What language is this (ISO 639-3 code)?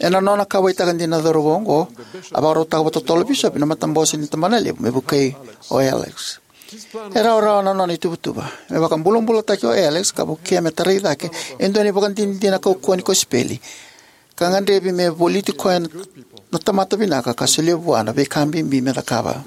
fij